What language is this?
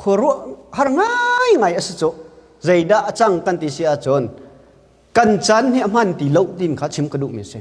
Hakha Chin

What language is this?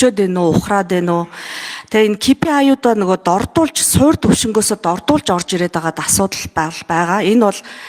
Mongolian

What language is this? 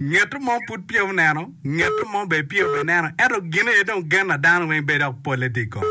Acoli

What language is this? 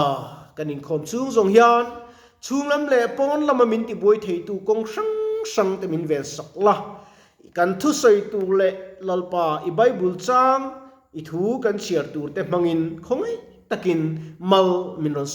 Mizo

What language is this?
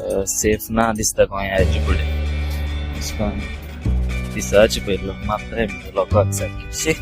Konkani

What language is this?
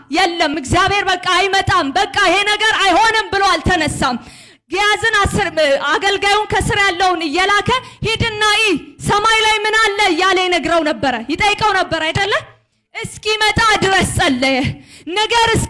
Amharic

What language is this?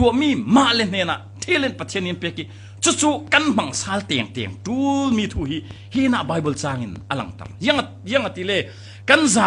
Falam Chin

